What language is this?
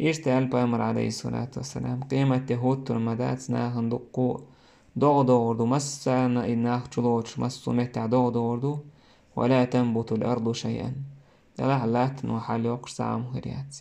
Chechen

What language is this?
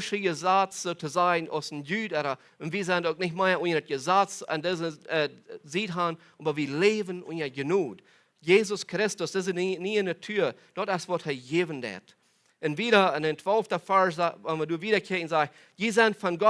Plautdietsch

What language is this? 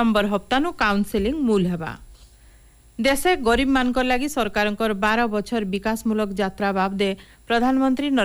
Odia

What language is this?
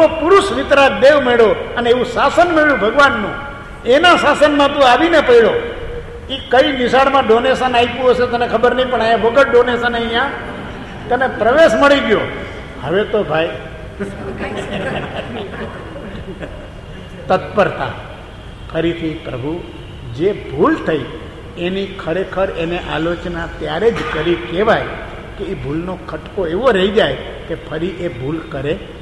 Gujarati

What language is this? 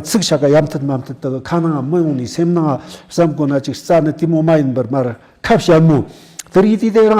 Tibetan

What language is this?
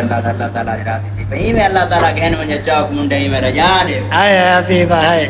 Saraiki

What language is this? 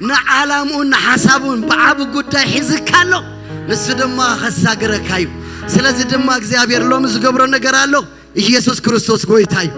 Tigrinya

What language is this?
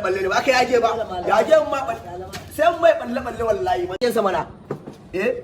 Hausa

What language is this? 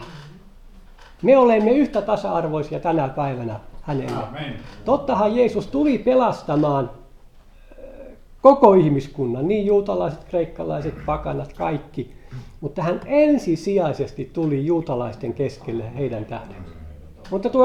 Finnish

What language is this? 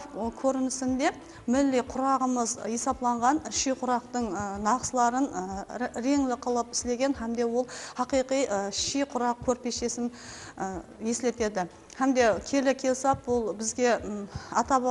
Kara-Kalpak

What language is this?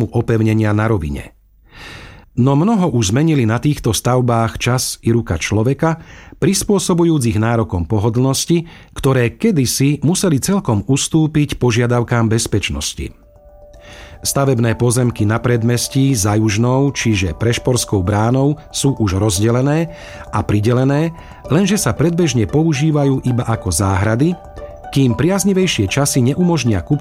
Slovak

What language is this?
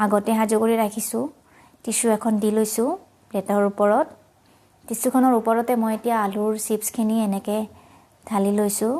Assamese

